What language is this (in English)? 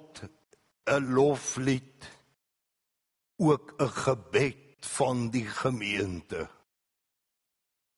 Afrikaans